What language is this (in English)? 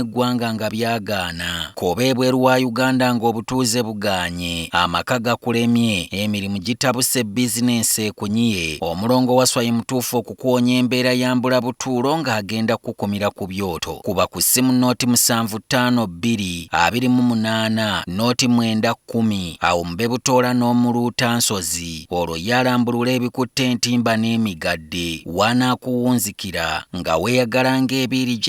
Ganda